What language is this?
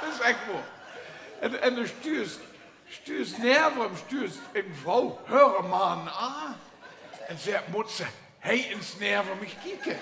Limburgish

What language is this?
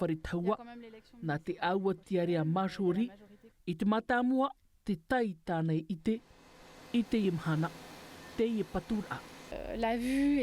Tahitian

